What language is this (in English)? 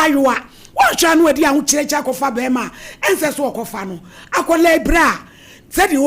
Akan